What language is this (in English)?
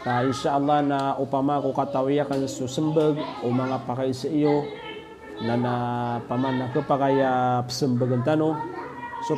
Maranao